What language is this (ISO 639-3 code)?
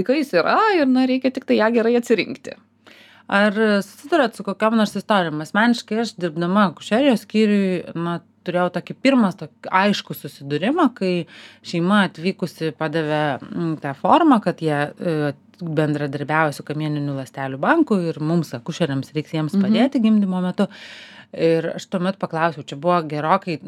lit